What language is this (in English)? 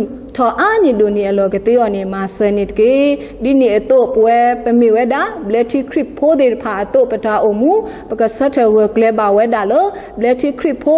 S'gaw Karen